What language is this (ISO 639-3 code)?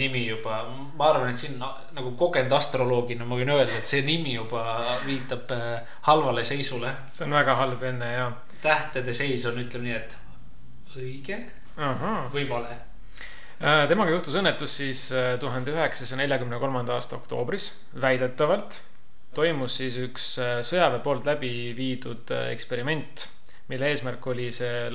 est